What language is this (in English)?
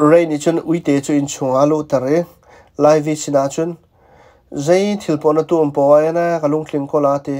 Hakha Chin